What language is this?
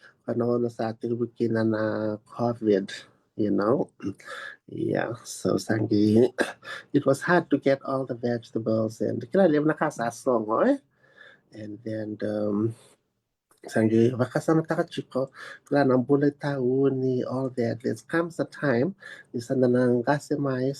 Fijian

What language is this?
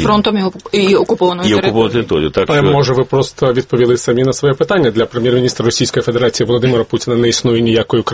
Ukrainian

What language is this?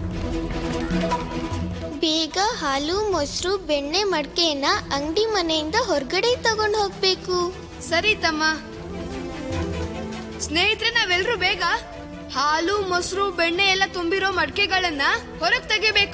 Kannada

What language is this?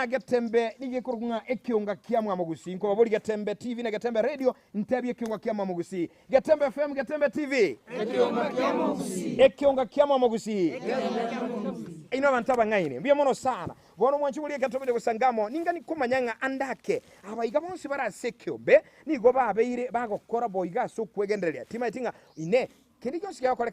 Gusii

